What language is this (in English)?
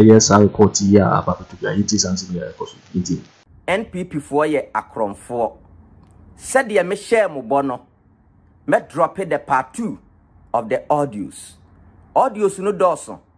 Akan